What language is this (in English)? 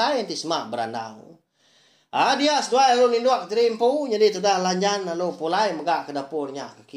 Iban